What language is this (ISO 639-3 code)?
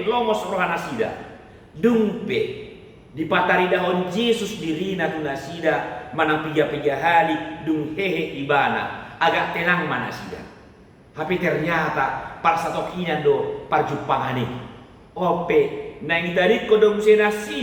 bbc